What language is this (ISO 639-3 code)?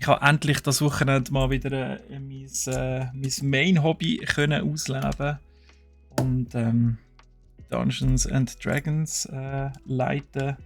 gsw